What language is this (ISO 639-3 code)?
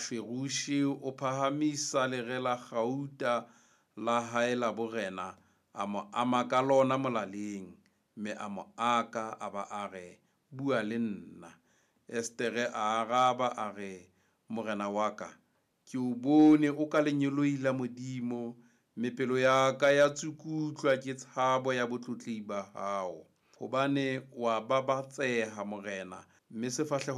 sot